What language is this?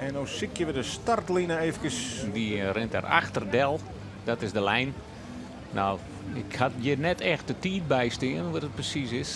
Western Frisian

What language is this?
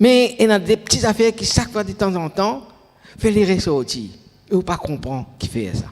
Morisyen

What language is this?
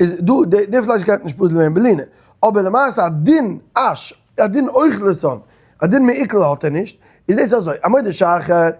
Yiddish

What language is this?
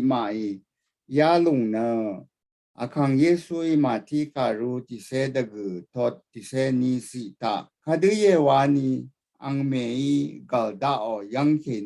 Rawang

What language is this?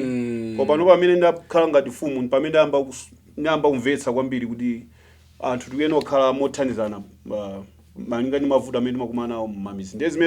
Nyanja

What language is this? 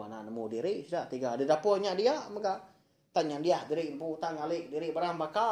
Iban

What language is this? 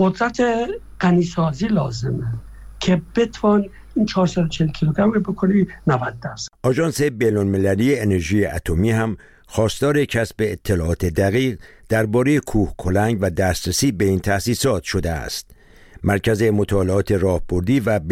Persian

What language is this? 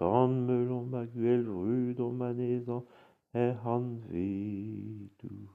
Breton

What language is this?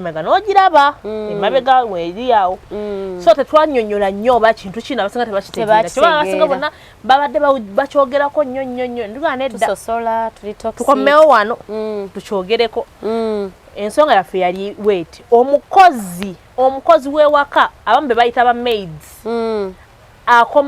Ganda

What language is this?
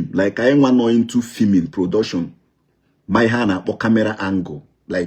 Igbo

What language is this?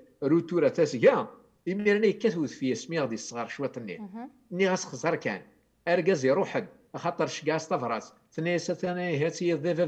Kabyle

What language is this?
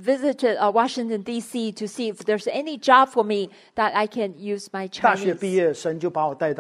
Chinese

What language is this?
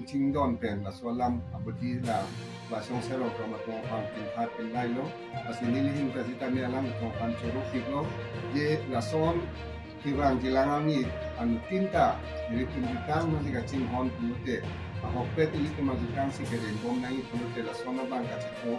Karbi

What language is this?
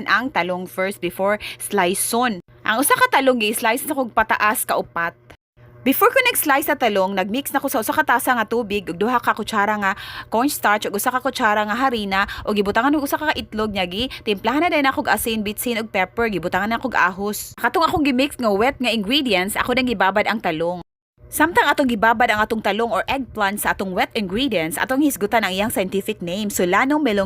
Cebuano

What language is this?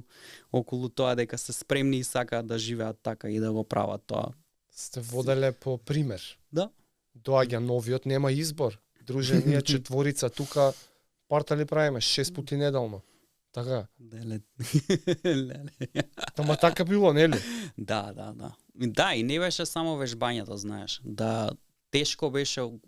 Macedonian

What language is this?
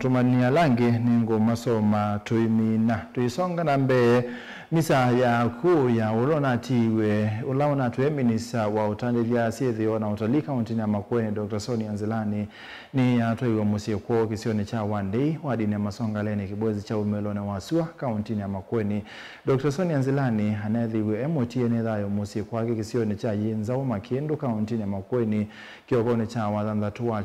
Kamba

